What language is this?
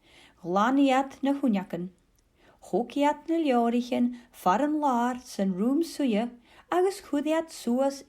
Scottish Gaelic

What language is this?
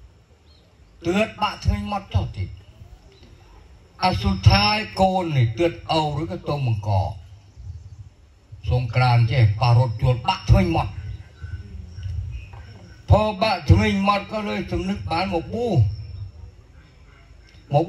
Northern Khmer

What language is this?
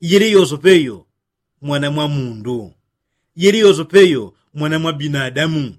Yao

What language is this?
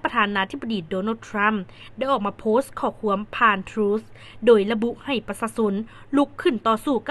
Lao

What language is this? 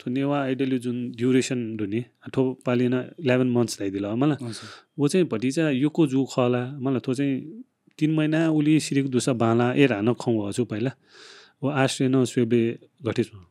Newari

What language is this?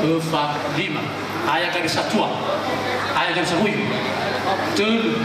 Nias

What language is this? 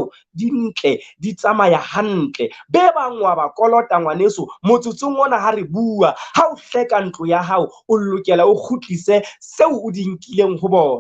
Southern Sotho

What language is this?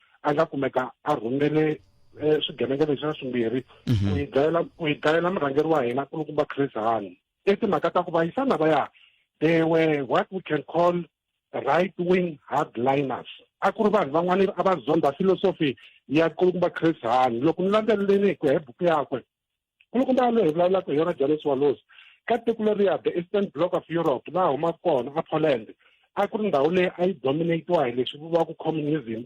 Tsonga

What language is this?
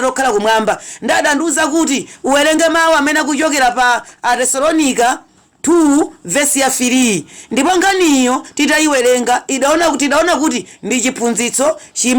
Nyanja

